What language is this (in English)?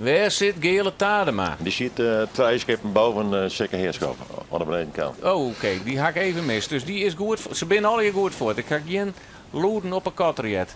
Western Frisian